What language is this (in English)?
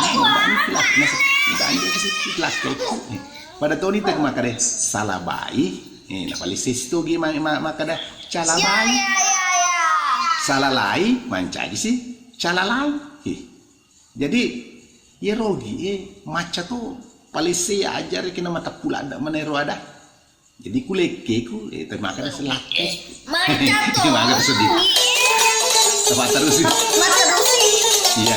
Buginese